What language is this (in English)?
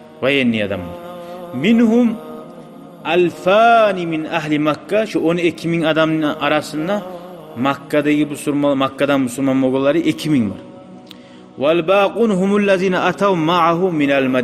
Kumyk